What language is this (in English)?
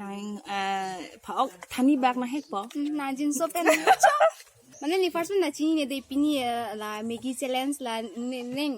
Karbi